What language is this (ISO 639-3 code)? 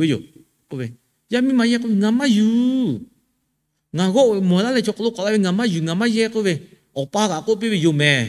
lhu